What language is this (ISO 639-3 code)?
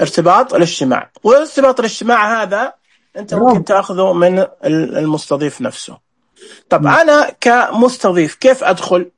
ars